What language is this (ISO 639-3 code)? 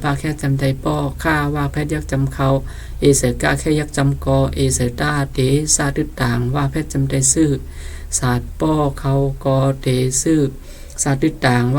shn